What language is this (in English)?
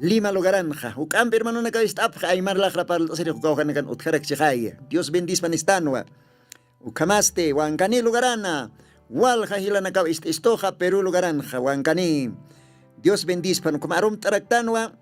Aymara